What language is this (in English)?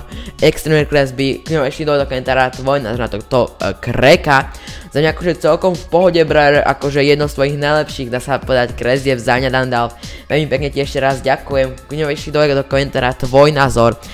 Slovak